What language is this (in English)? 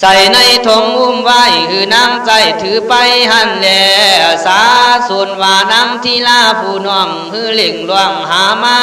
Khün